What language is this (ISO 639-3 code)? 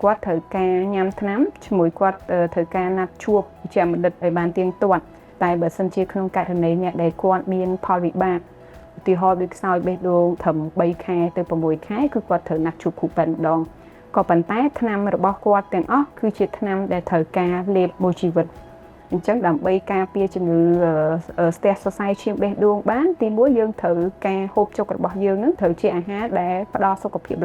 khm